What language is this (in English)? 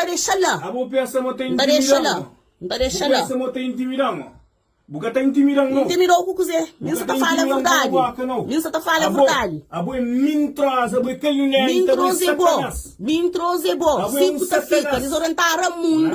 Kabuverdianu